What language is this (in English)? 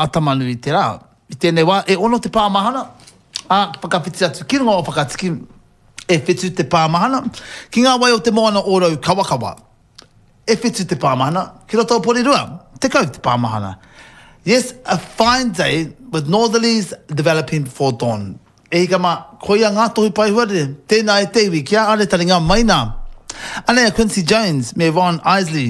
Māori